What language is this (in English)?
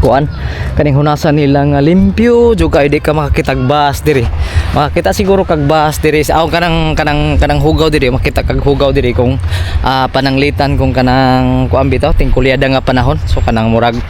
Cebuano